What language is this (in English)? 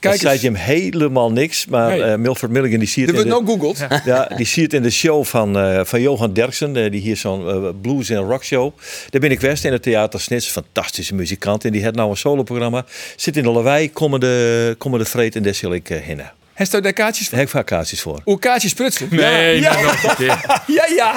Western Frisian